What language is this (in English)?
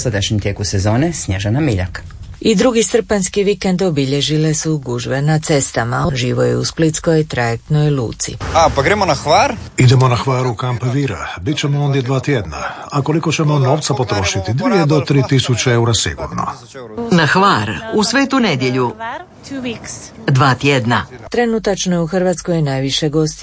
Croatian